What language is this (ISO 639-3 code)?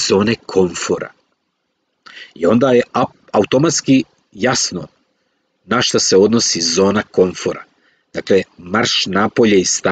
srp